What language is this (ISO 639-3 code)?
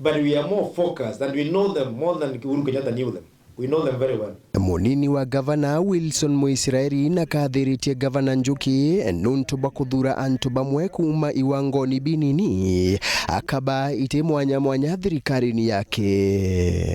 mer